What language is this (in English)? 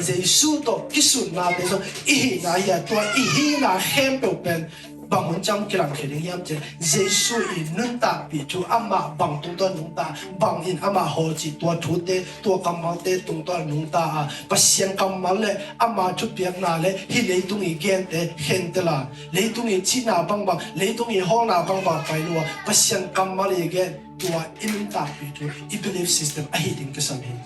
Tedim Chin